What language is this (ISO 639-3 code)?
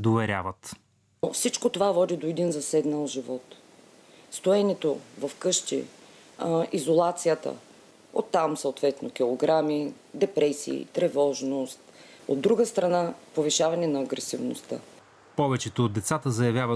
bul